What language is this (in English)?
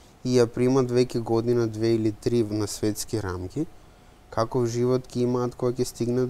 Macedonian